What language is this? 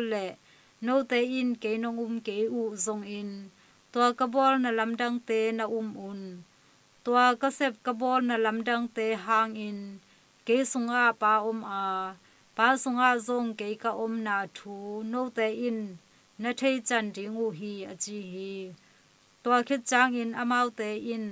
Tedim Chin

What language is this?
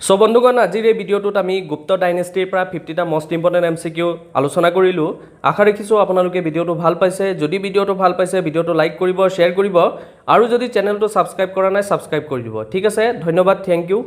Assamese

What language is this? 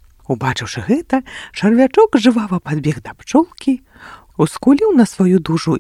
Belarusian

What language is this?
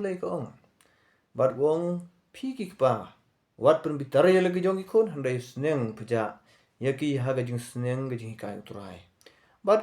Khasi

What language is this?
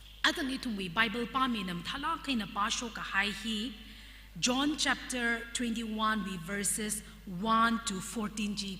Tangkhul Naga (India)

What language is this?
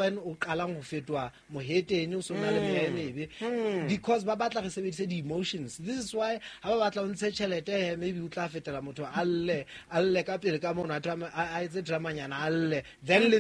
Southern Sotho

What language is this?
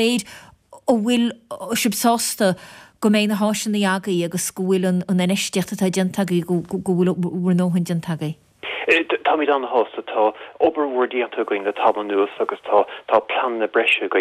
Irish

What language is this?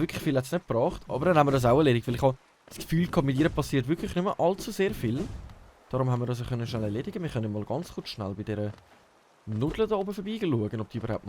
Swiss German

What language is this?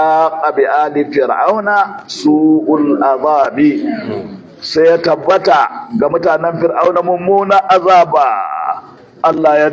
Hausa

